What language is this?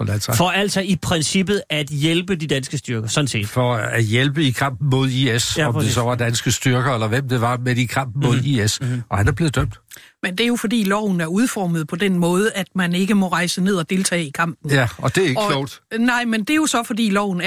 Danish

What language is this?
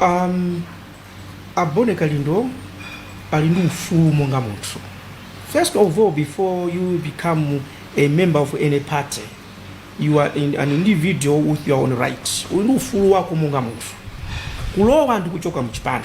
Nyanja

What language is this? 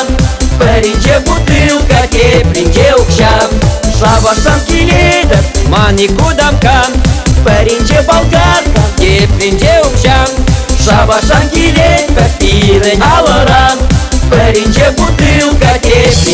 Chuvash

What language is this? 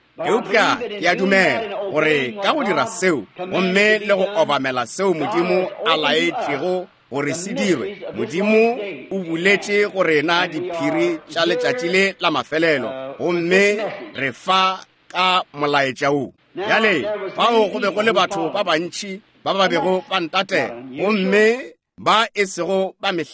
Northern Sotho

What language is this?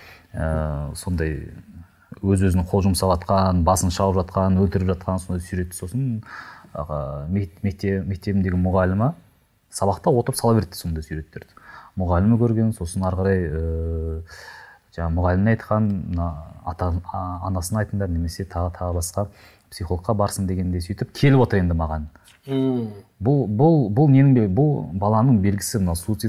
Kazakh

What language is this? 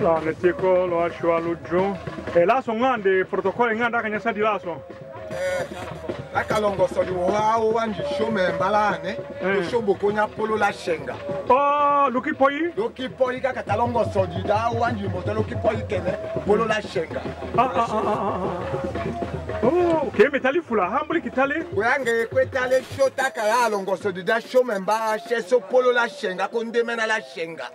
Tetela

